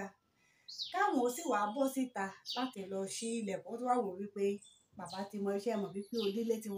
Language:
Yoruba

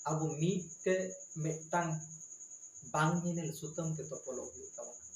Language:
Santali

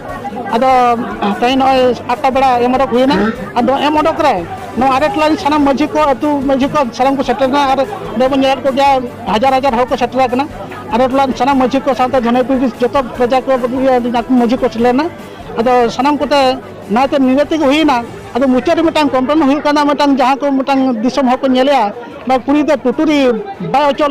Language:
Santali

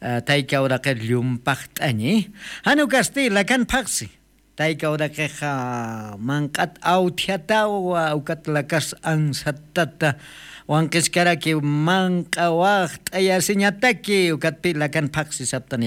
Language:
Aymara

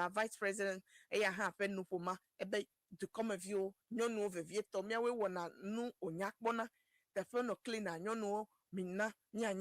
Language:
Ewe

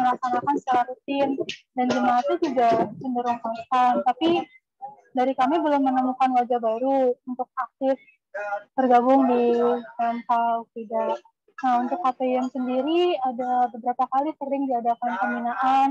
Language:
Indonesian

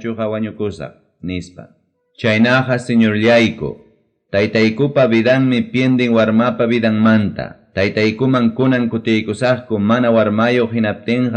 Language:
Ayacucho Quechua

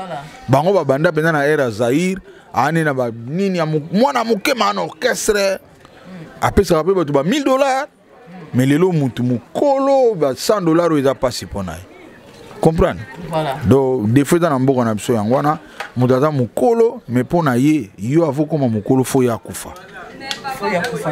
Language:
Lingala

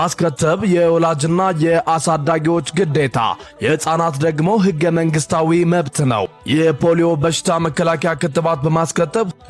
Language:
Amharic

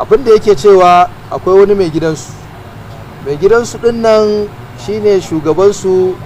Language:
Hausa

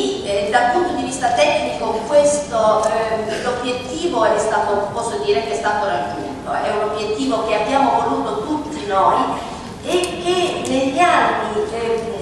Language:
Italian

